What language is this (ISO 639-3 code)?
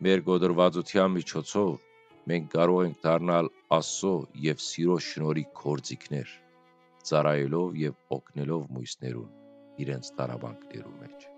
hyw